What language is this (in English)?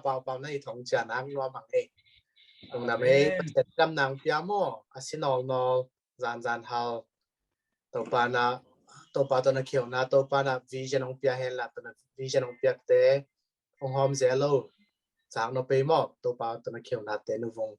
Tedim Chin